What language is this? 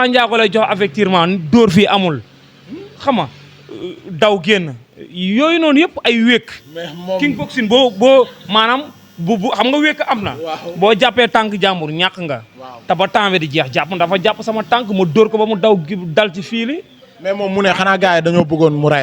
Wolof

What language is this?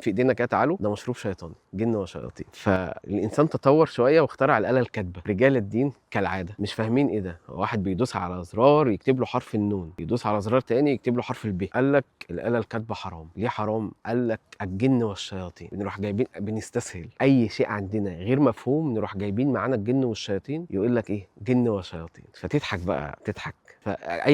Egyptian Arabic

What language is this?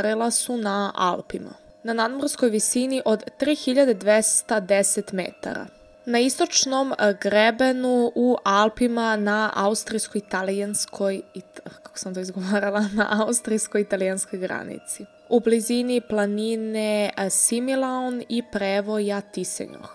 Serbian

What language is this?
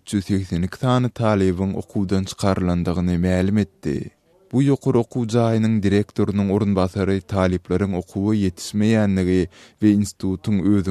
Turkmen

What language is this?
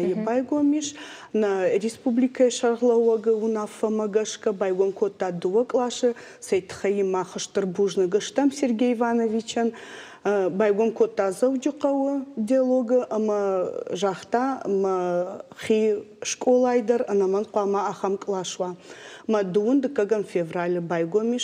Ossetic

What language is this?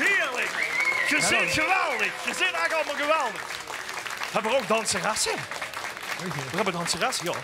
Limburgish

